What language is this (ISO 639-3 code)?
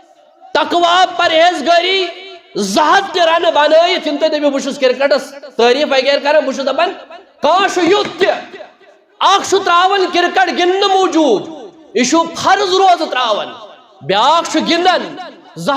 kas